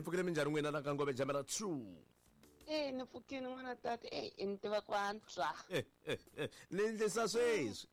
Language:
Tsonga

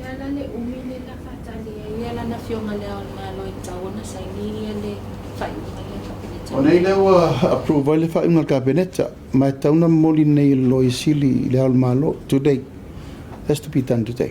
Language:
Samoan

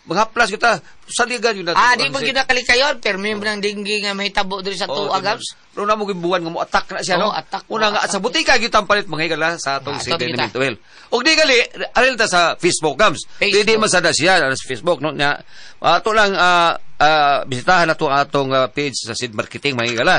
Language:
Cebuano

